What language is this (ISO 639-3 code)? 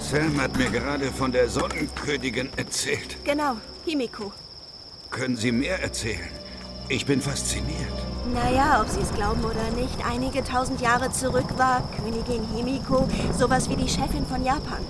bar